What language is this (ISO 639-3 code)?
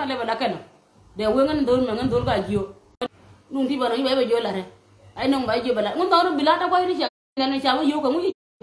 nus